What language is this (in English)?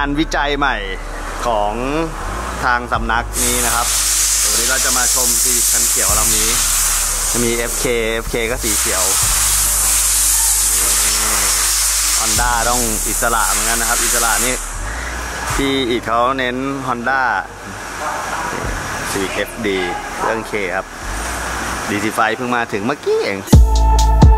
Thai